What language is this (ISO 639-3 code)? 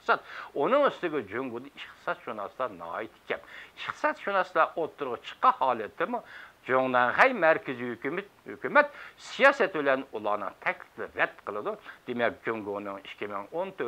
uig